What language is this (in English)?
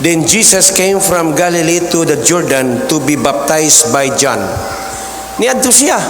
Cebuano